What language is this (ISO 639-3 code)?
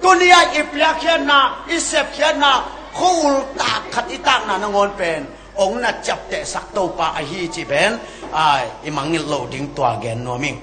ctd